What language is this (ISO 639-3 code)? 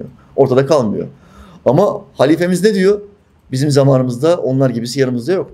tur